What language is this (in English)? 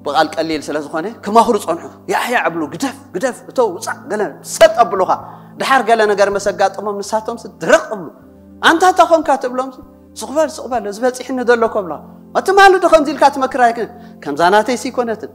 Tigrinya